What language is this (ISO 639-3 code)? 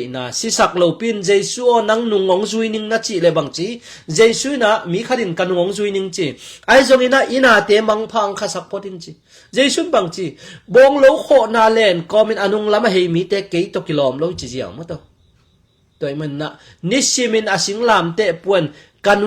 ctd